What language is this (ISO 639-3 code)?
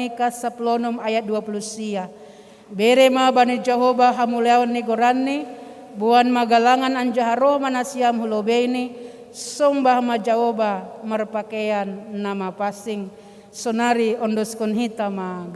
bts